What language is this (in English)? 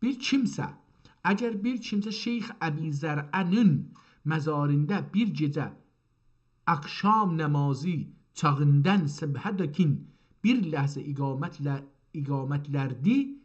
South Azerbaijani